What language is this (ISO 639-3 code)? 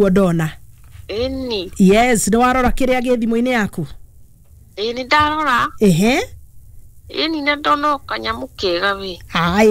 kik